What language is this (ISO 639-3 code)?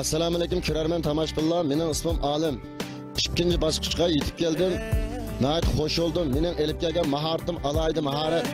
uig